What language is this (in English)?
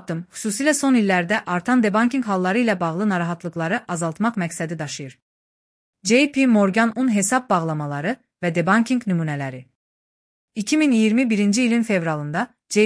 Azerbaijani